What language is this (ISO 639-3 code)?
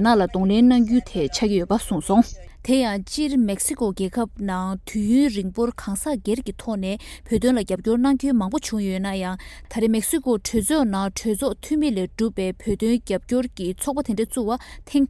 bod